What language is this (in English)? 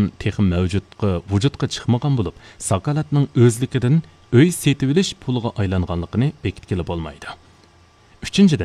Uyghur